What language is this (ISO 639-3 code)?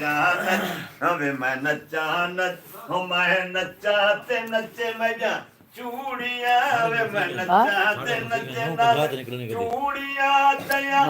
skr